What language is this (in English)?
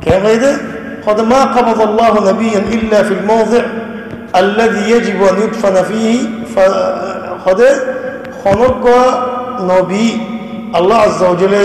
Rohingya